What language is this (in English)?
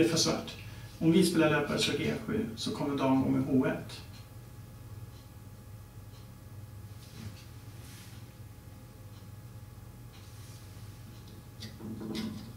Swedish